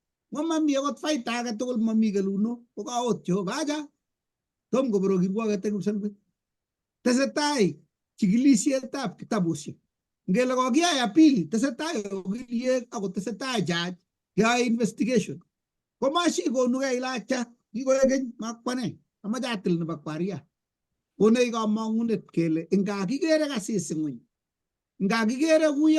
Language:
Kalenjin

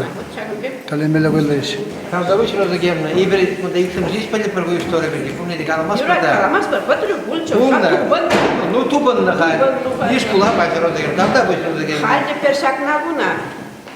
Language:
Chuvash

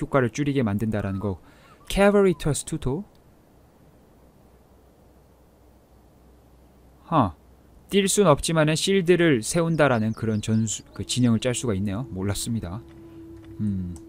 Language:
Korean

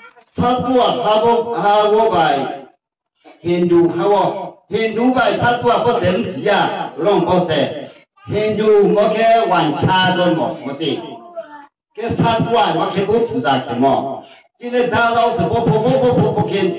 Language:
Riang (India)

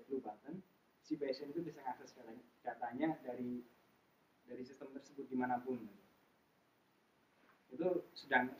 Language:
Indonesian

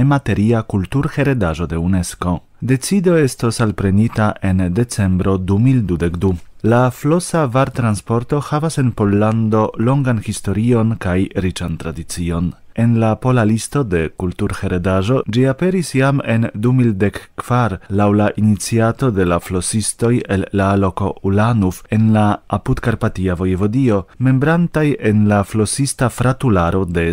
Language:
Esperanto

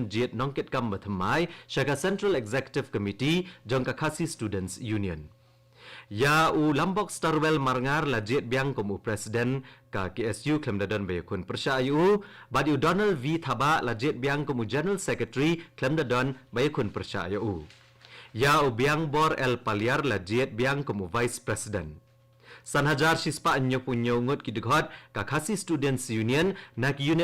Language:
Khasi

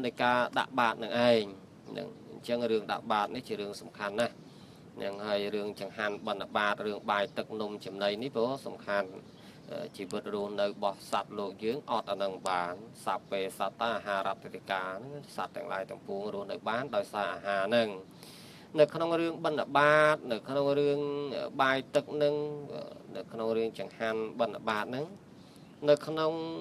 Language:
Khmer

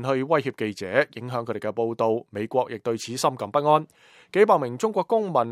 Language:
Cantonese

